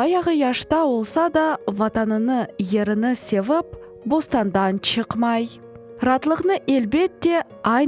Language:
Crimean Tatar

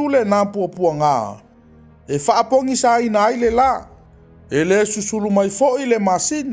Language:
Samoan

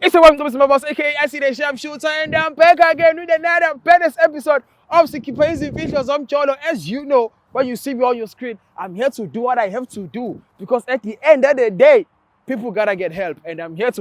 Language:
Zulu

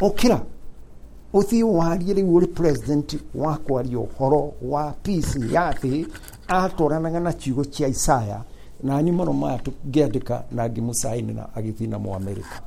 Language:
Kikuyu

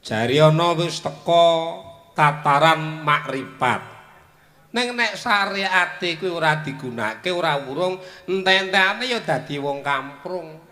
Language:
Javanese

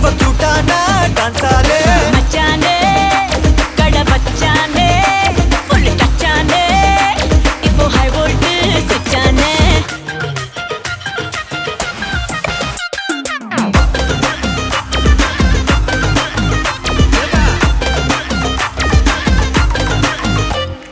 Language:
Tamil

